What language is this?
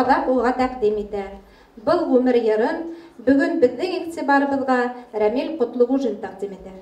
Bashkir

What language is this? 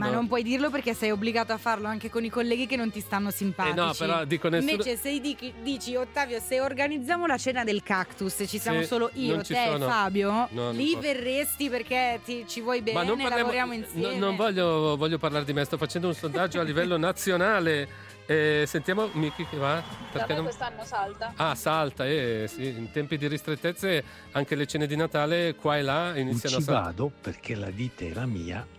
Italian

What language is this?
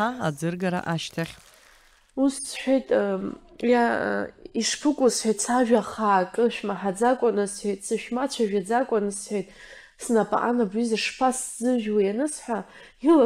Abkhazian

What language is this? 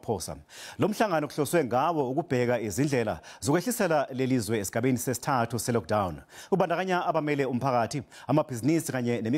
Zulu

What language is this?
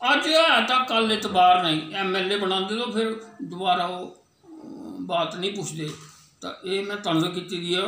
Dogri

